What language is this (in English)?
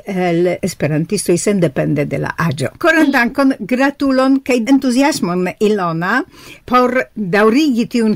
Esperanto